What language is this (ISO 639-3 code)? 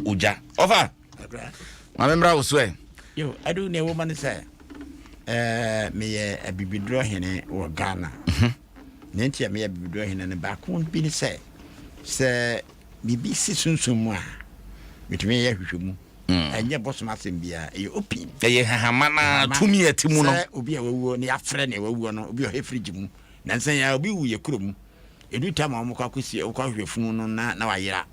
aka